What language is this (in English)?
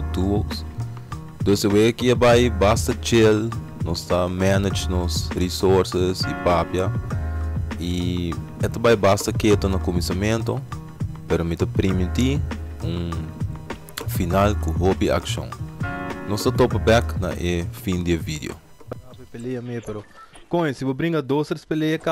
Papiamento